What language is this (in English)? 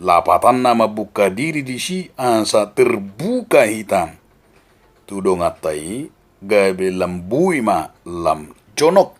Batak Toba